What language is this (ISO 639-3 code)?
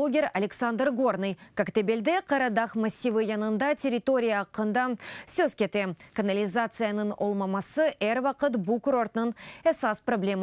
crh